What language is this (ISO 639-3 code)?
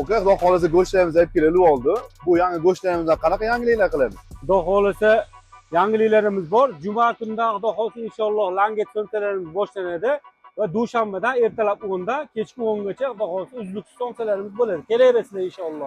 uzb